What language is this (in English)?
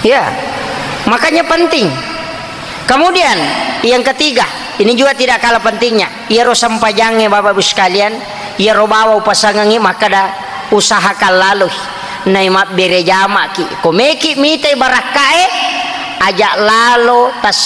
Buginese